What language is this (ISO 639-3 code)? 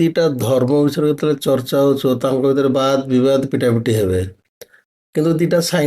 ori